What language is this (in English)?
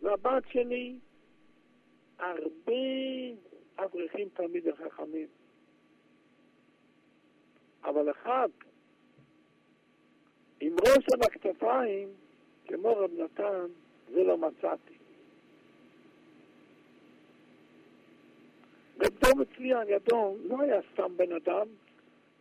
Hebrew